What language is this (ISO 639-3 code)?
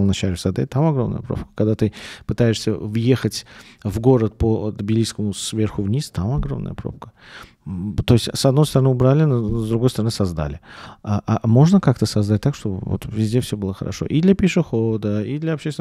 rus